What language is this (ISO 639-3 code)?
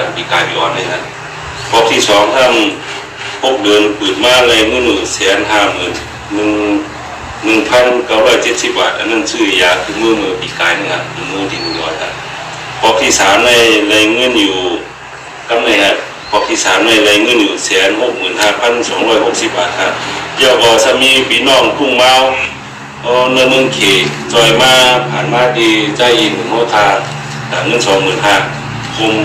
shn